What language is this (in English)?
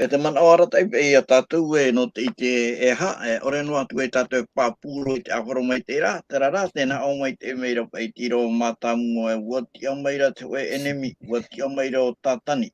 Tahitian